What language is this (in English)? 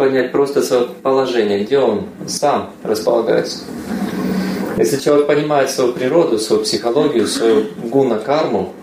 Russian